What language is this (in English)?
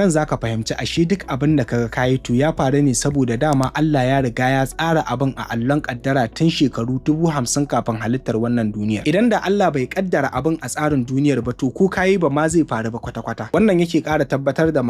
Hausa